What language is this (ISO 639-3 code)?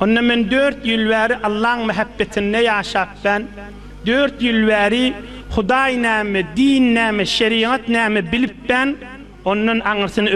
tuk